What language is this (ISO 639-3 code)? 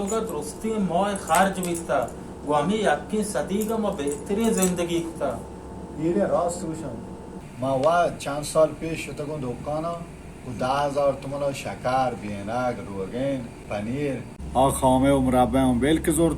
bal